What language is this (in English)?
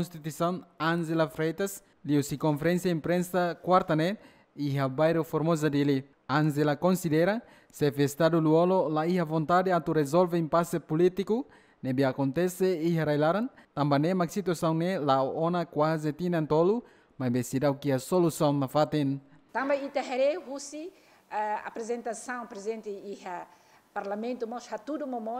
Tetum